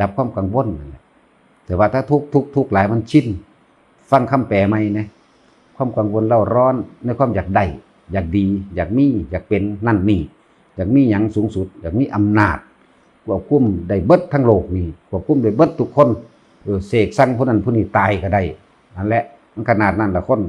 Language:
Northeastern Thai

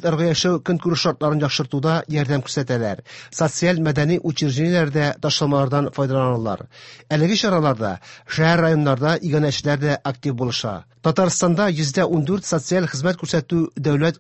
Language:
Tatar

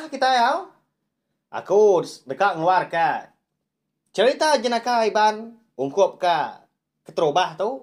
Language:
Iban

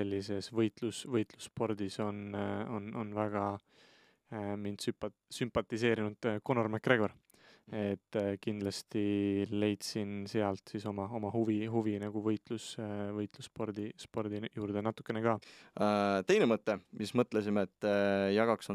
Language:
Estonian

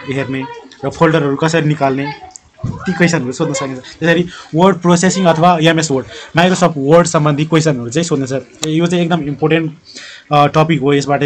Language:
Nepali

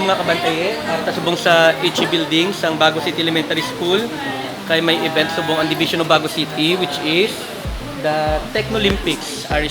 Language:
Hiligaynon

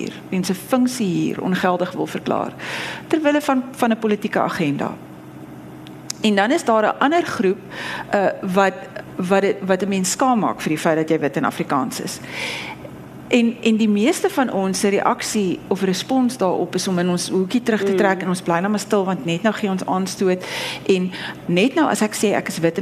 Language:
Afrikaans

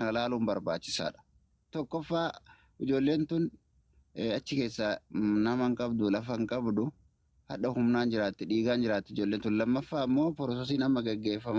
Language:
Oromo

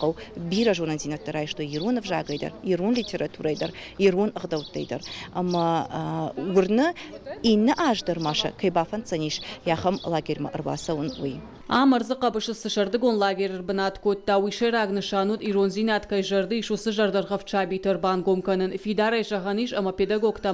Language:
Ossetic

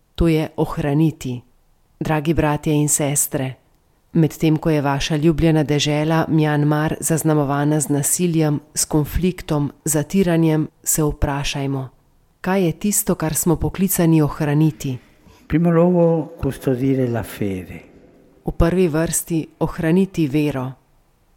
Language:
Slovenian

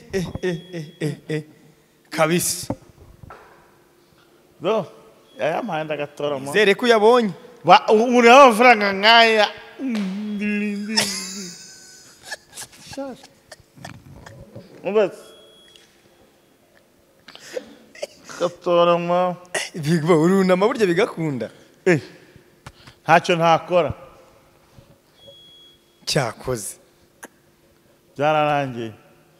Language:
Kinyarwanda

